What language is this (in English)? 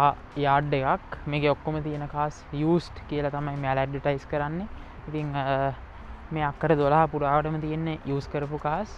Sinhala